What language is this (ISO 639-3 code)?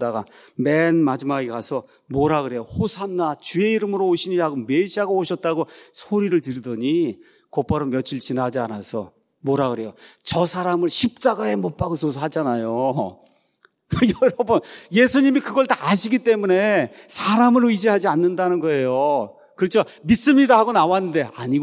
kor